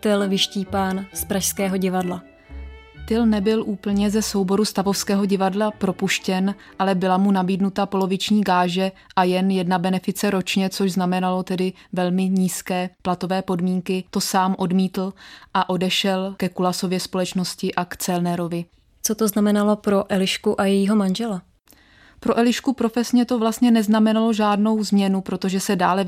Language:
Czech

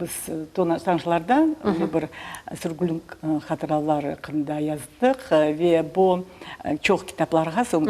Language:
Crimean Tatar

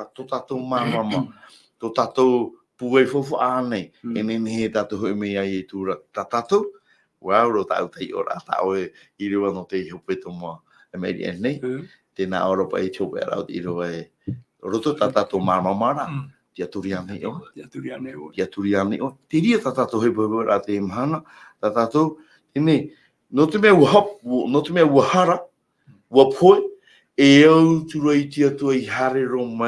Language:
Tahitian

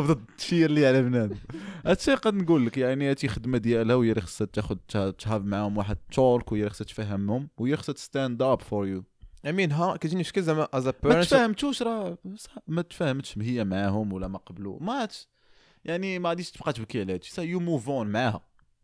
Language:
Moroccan Arabic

